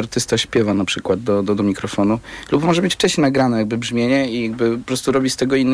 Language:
Polish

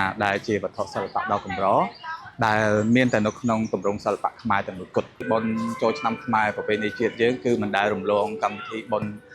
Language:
Khmer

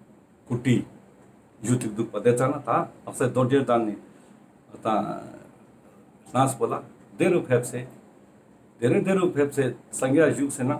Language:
Ladakhi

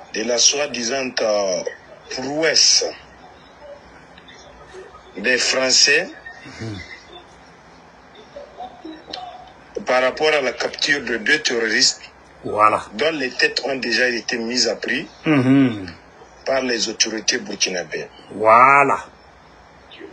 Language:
French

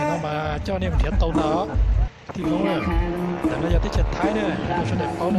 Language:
Hmong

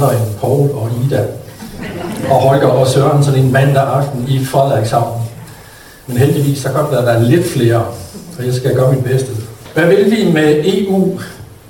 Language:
Danish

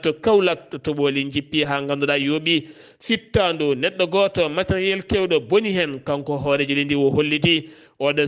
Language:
Fula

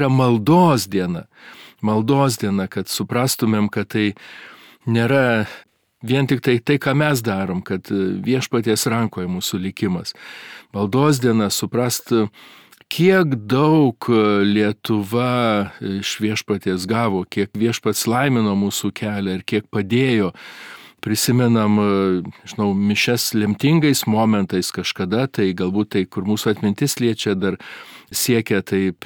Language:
Lithuanian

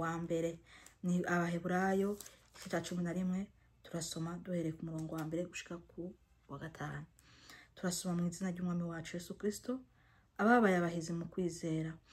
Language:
Rundi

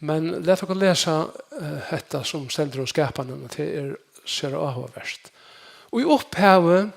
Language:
Faroese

